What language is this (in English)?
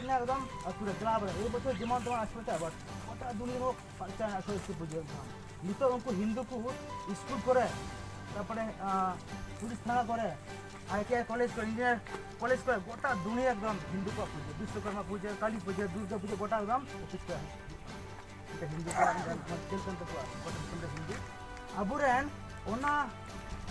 Santali